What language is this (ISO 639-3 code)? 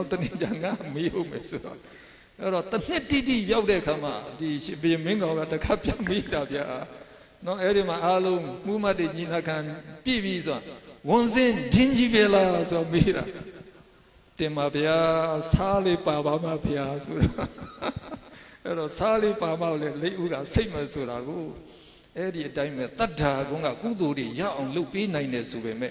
mya